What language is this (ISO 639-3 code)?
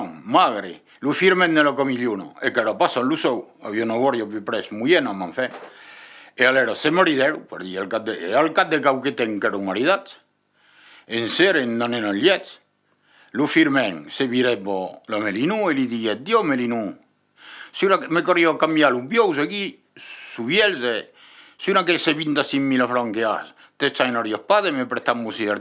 oci